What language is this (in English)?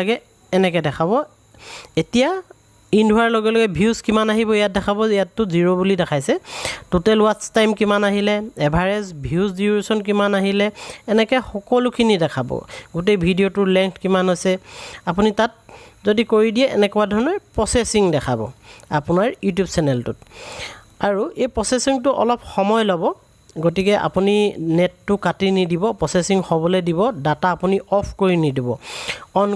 Assamese